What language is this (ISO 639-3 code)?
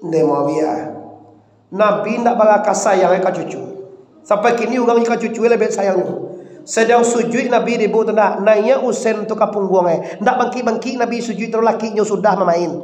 min